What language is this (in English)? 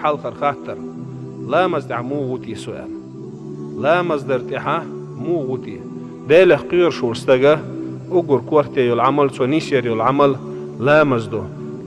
Chechen